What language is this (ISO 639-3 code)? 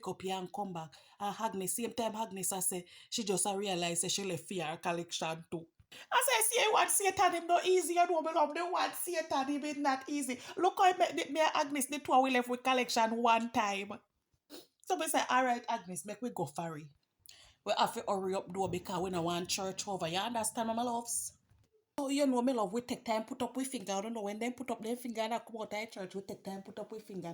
jam